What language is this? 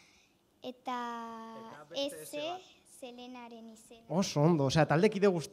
Basque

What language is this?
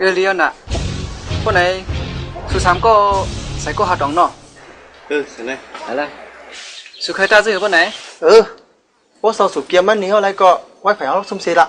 Shan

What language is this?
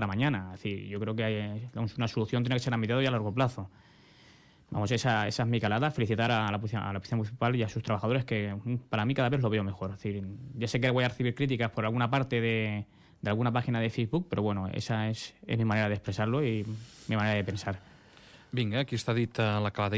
Catalan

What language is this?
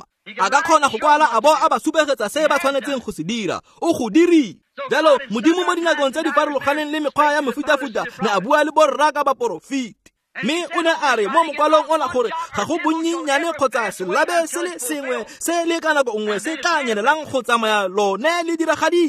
Tswana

